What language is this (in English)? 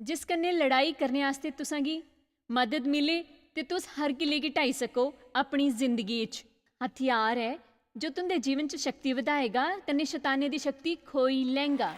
Dogri